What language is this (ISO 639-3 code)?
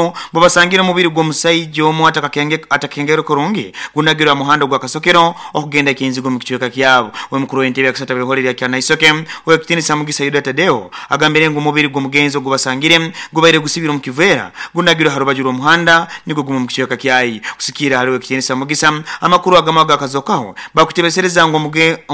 nyo